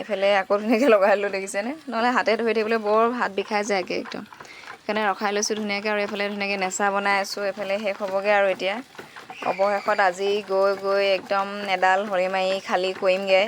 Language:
Assamese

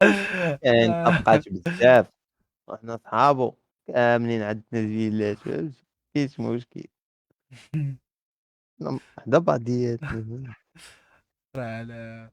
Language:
Moroccan Arabic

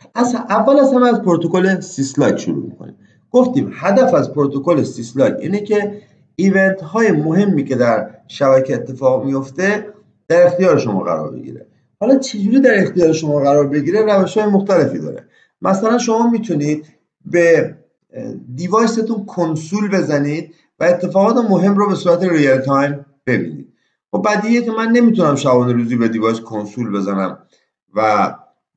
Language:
Persian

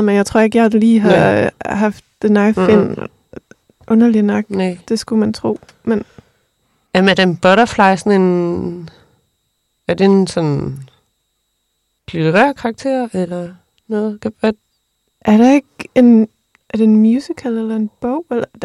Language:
Danish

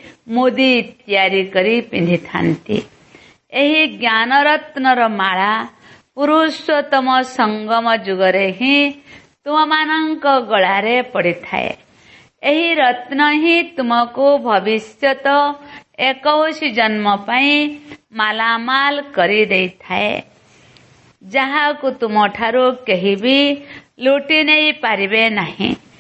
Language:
Odia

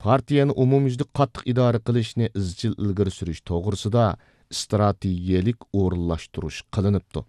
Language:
Uyghur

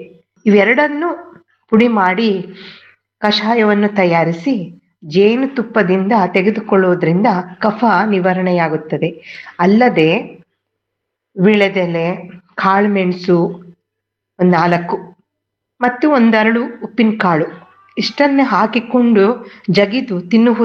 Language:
Kannada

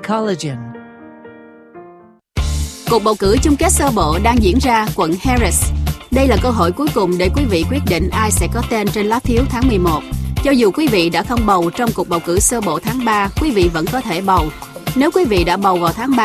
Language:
Vietnamese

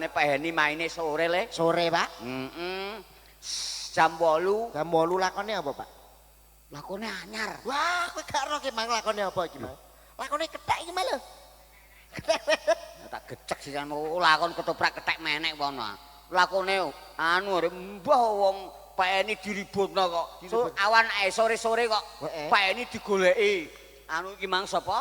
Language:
Javanese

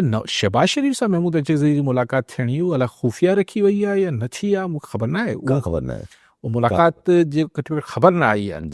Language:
Sindhi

